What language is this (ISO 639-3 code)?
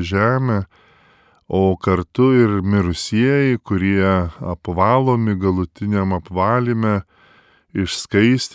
lit